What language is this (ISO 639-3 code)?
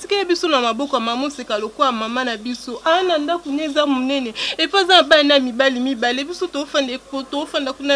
lin